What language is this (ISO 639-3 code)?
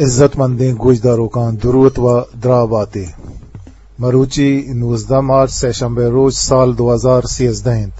bgp